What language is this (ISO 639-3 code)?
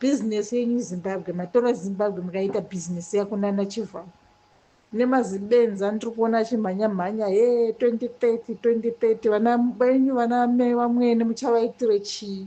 sna